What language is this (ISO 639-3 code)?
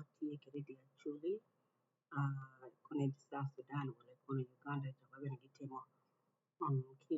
ach